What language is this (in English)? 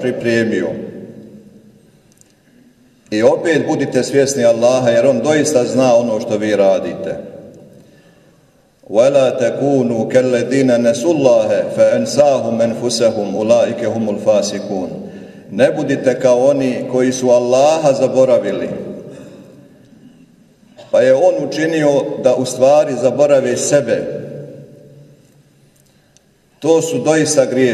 Bosnian